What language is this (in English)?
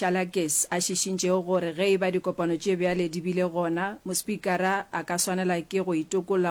Northern Sotho